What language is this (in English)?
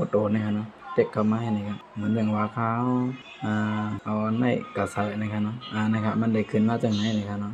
Shan